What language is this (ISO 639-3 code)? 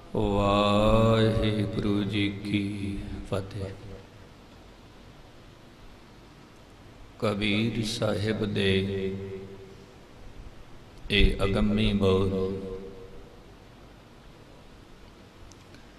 pan